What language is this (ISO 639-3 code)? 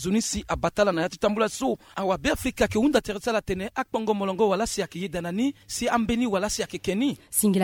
sag